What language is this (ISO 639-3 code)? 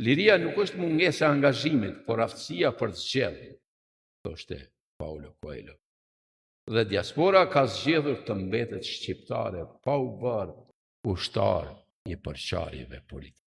sqi